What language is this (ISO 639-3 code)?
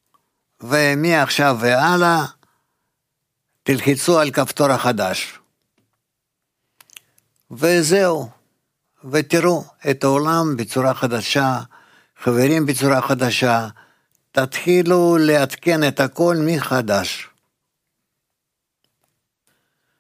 heb